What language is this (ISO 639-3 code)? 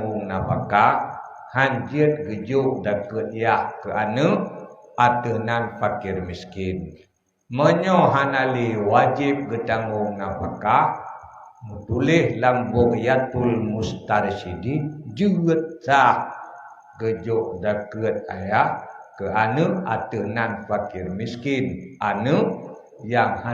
ace